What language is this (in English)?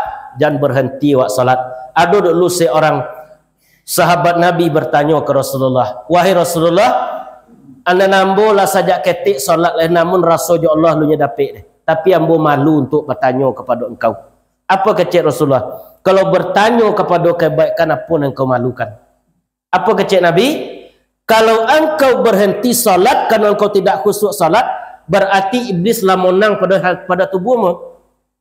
Minangkabau